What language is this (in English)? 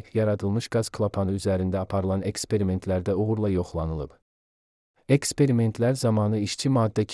Azerbaijani